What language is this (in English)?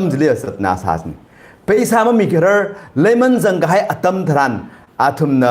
Tangkhul Naga (India)